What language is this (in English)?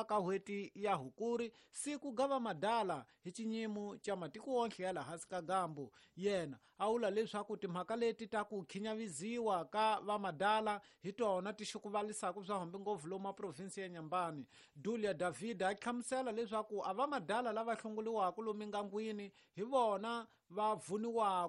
Tsonga